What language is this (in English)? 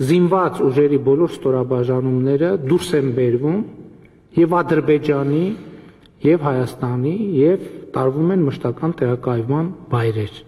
Armenian